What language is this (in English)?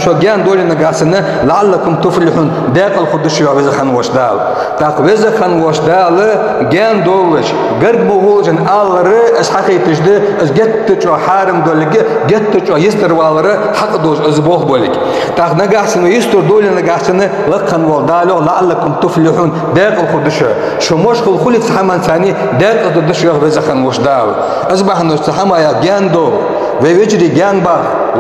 Ingush